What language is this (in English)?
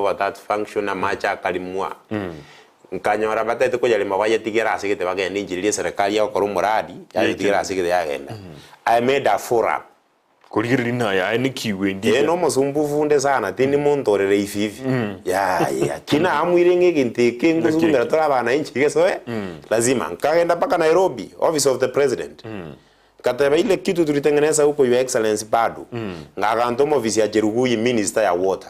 Gusii